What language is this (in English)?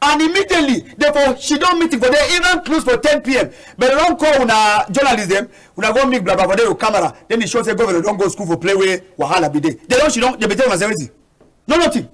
Cameroon Pidgin